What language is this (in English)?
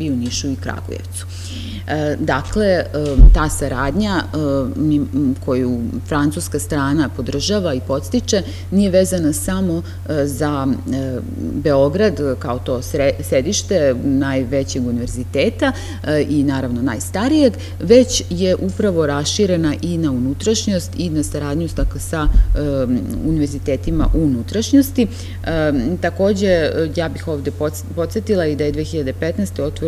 Serbian